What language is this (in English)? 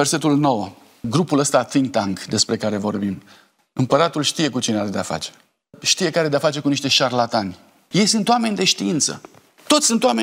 Romanian